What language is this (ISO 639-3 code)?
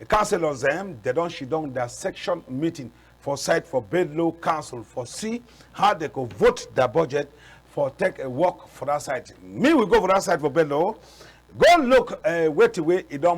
wes